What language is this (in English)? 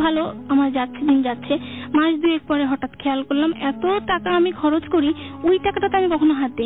Bangla